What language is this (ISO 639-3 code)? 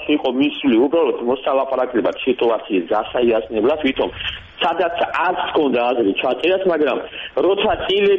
kat